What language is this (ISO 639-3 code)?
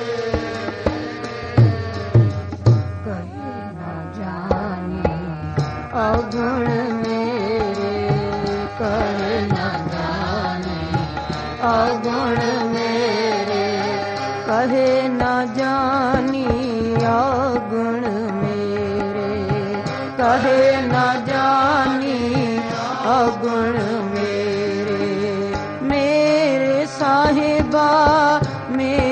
pan